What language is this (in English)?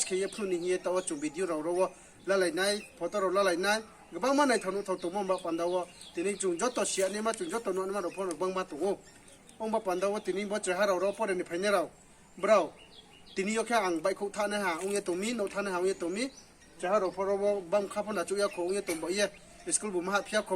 Riang (India)